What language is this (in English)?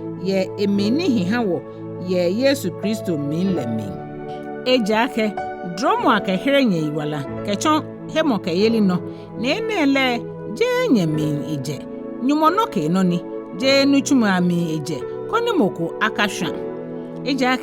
Ga